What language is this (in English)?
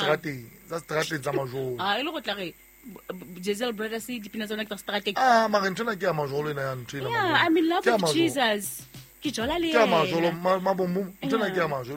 Southern Sotho